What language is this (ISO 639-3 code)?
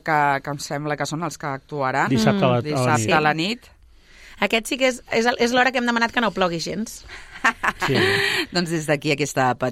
cat